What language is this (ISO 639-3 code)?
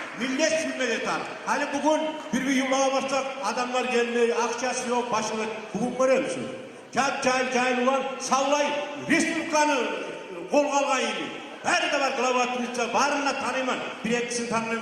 kum